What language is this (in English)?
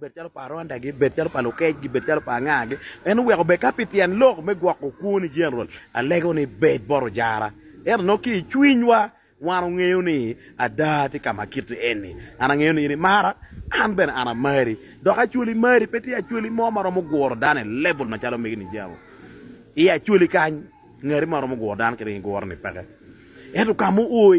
Acoli